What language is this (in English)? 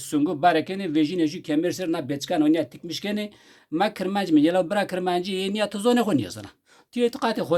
Zaza